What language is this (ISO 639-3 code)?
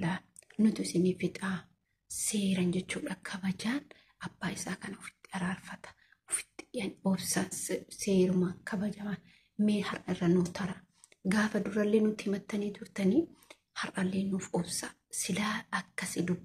orm